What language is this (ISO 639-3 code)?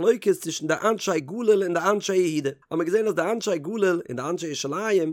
yid